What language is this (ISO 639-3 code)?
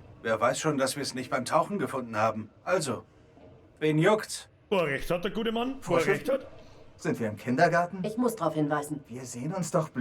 bar